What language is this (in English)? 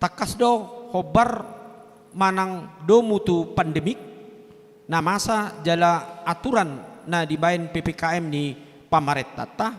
Batak Toba